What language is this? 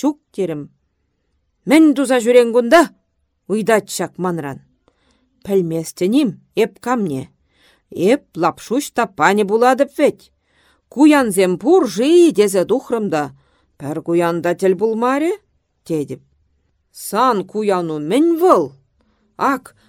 Chuvash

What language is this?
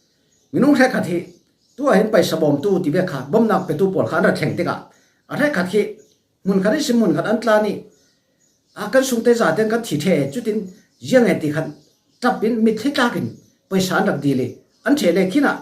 Falam Chin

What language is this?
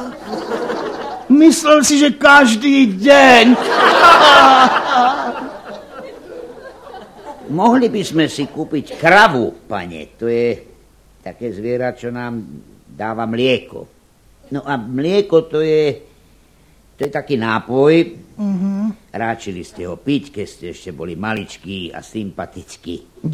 Slovak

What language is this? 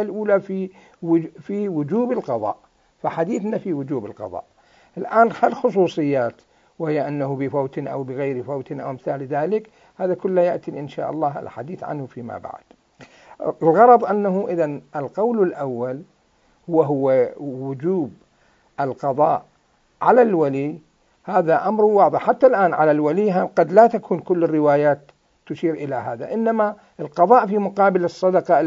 Mesopotamian Arabic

